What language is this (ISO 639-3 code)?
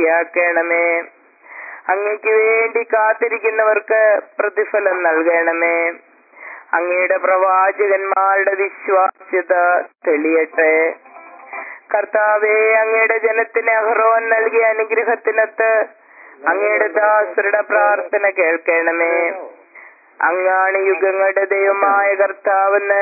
mal